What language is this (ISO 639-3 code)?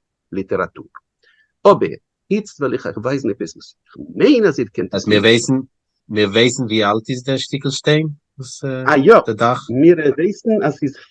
yid